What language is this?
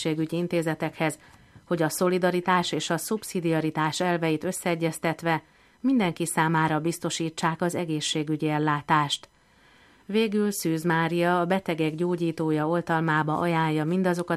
Hungarian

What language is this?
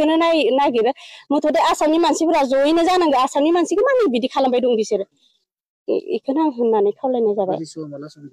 Bodo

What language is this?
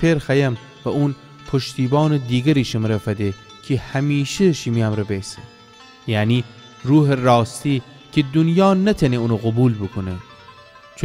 Gilaki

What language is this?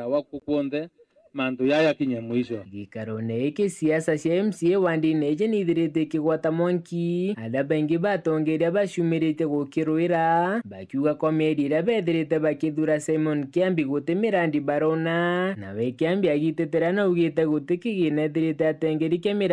Meru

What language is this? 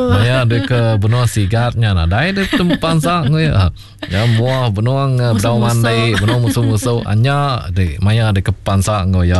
Iban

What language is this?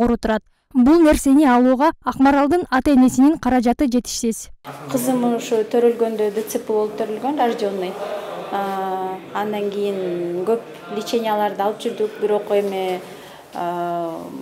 Kyrgyz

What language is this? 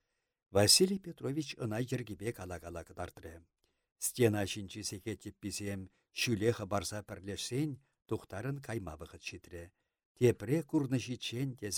Chuvash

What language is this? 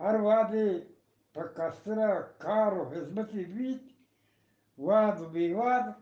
Eastern Balochi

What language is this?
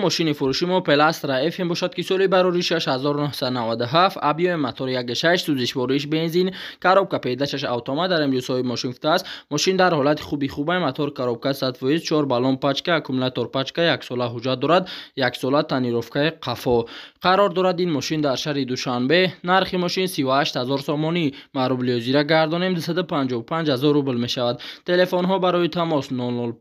Tajik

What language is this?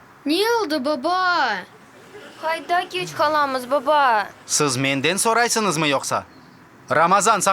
Crimean Tatar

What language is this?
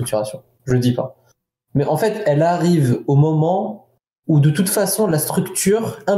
French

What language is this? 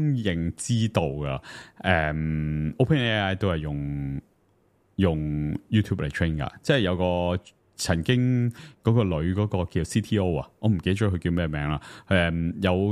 Cantonese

